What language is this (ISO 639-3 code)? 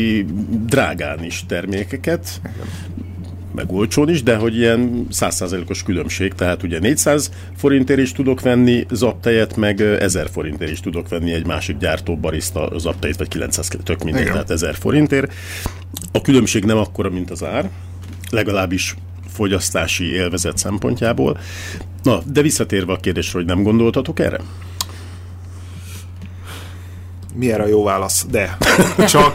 hun